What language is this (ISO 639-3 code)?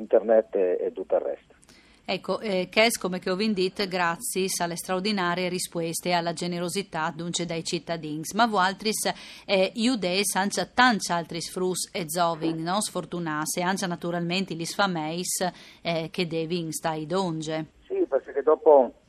fur